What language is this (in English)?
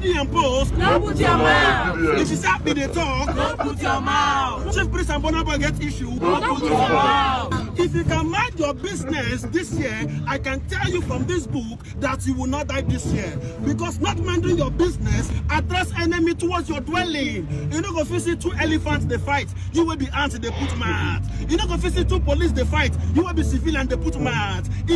Nigerian Pidgin